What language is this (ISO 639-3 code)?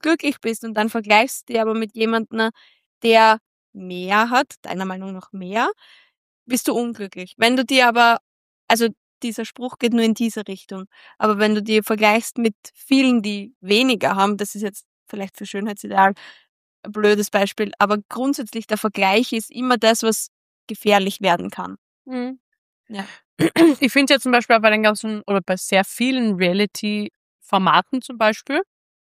deu